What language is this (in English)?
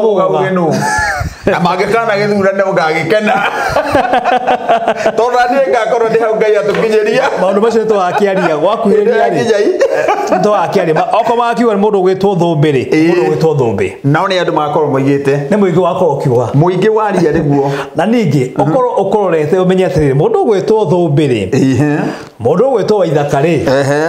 Kikuyu